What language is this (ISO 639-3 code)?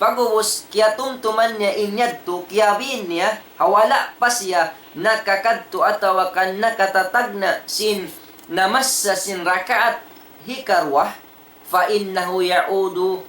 tsg